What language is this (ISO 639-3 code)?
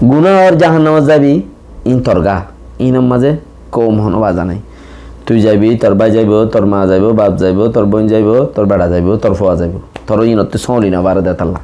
rhg